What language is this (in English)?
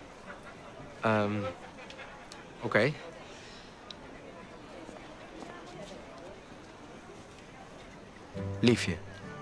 Dutch